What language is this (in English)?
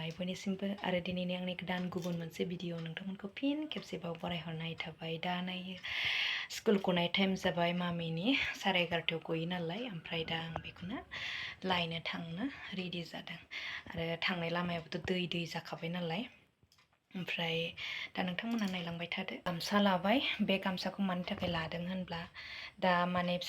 Bodo